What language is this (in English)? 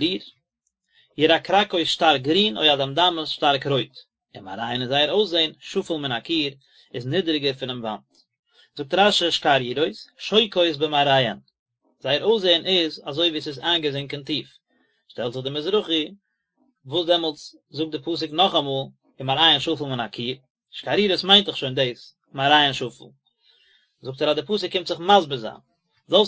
Yiddish